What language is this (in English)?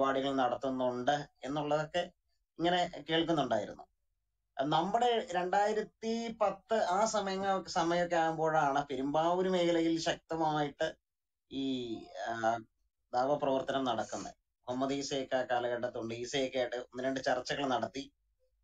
Malayalam